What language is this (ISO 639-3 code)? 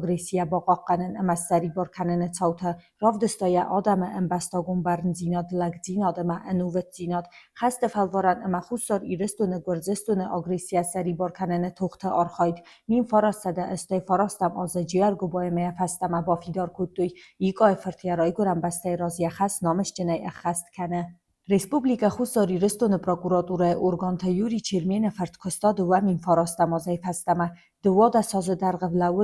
oss